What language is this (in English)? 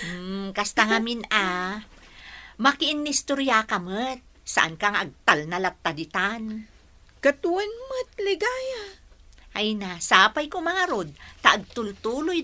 Iloko